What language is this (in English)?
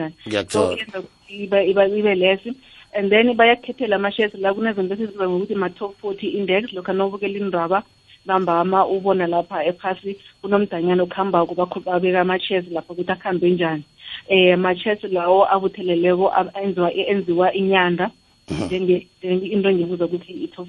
South Ndebele